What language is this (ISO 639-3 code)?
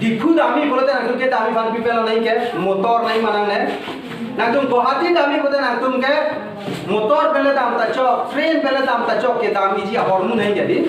mjw